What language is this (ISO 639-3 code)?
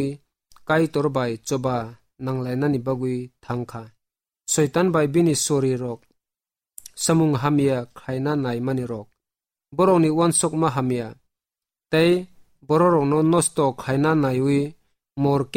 trp